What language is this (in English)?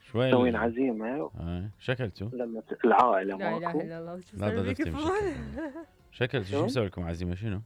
Mesopotamian Arabic